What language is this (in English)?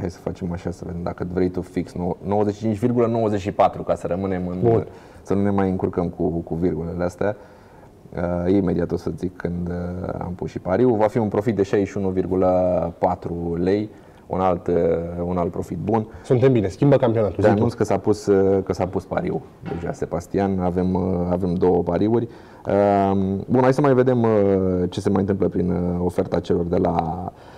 Romanian